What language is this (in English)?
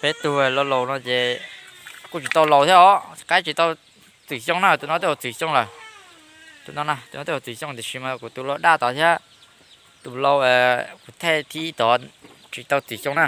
Hmong